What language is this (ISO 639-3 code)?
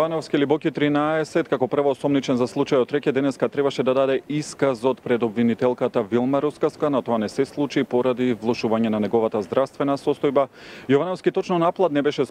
mkd